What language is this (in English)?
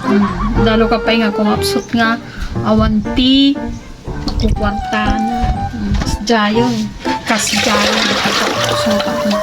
Iloko